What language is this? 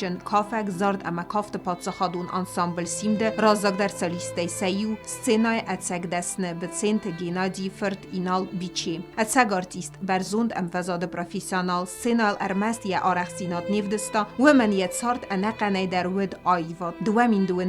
Ossetic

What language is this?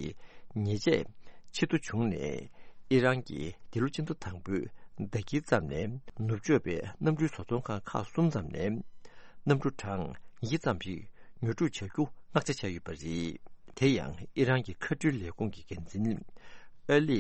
Tibetan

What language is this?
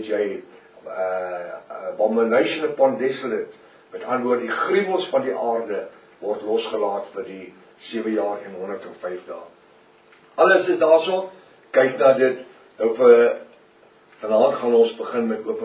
Afrikaans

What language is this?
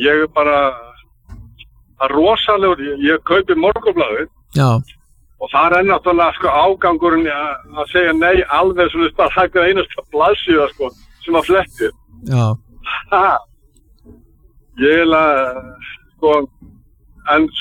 Icelandic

